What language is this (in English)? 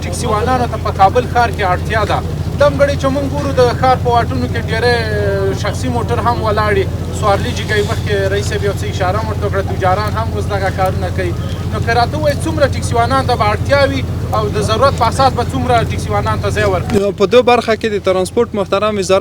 Pashto